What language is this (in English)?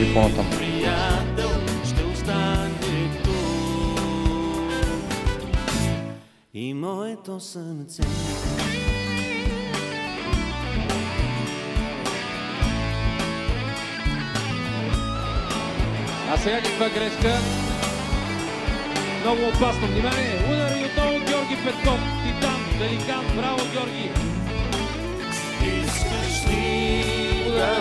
Bulgarian